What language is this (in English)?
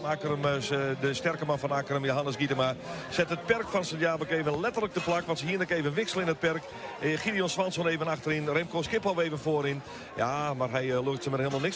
Western Frisian